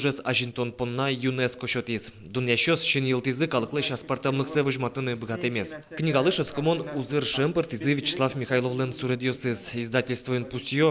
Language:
Udmurt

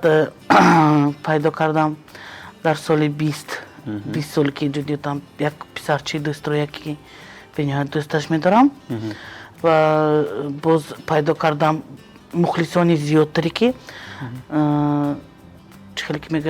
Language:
Tajik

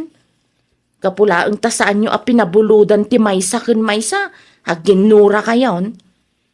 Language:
Iloko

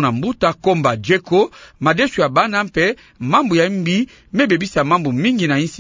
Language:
Kituba (Democratic Republic of Congo)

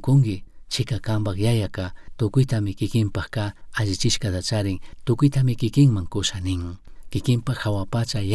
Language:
Chimborazo Highland Quichua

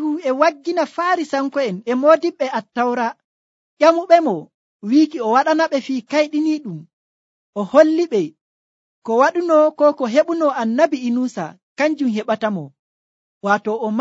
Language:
Nigerian Fulfulde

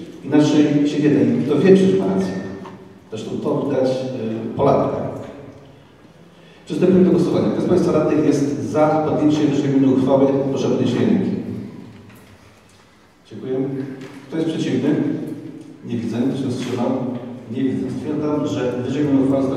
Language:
Polish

